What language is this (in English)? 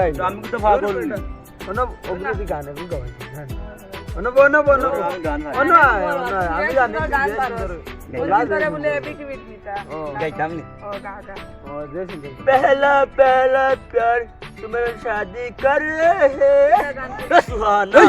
Sylheti